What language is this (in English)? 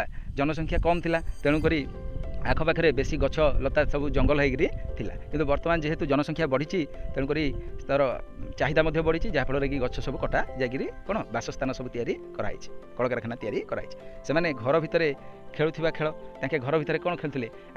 Odia